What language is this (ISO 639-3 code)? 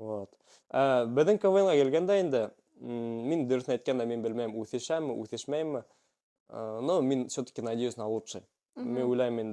bak